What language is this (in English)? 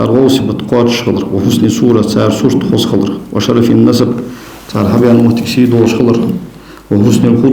Ingush